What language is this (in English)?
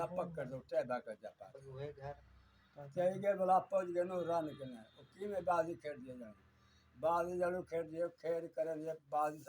Saraiki